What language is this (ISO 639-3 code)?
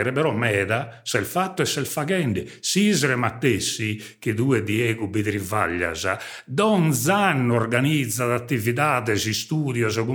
srd